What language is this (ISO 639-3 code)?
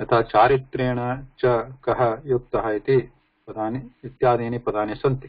san